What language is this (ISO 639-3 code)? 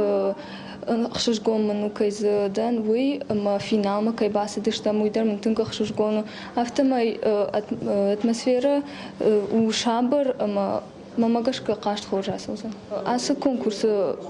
oss